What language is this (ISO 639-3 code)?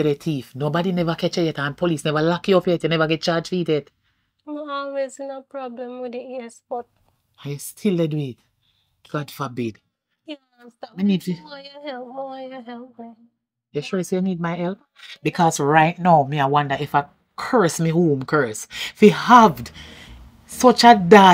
jam